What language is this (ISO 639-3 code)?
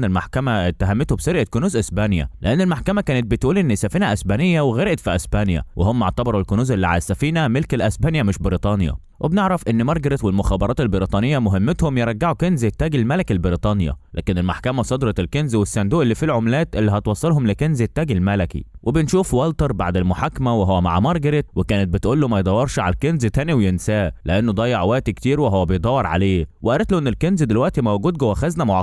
arz